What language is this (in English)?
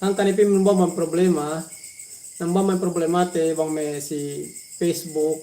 Yakan